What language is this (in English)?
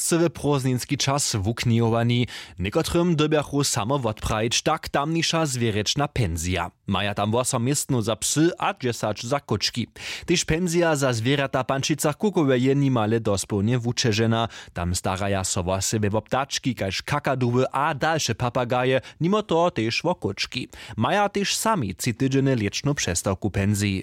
Upper Sorbian